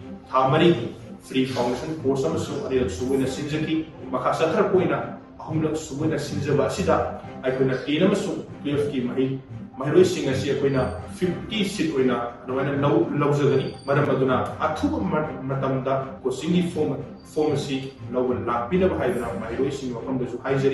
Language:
Manipuri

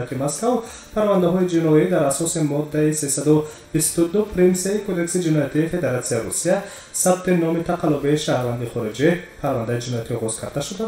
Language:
Tajik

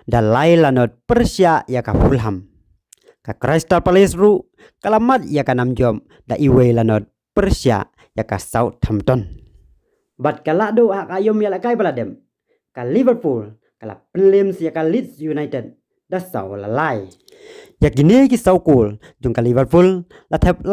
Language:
Khasi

